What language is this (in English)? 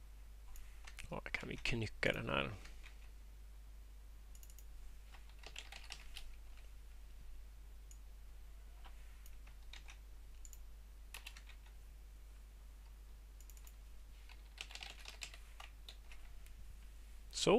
Swedish